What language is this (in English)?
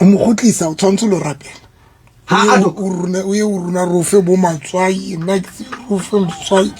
Southern Sotho